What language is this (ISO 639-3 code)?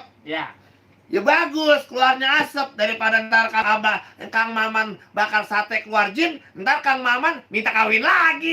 bew